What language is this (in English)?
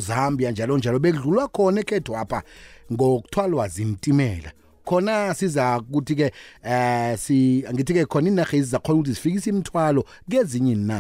South Ndebele